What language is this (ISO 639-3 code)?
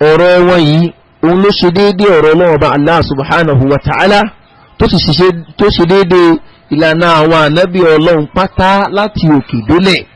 yor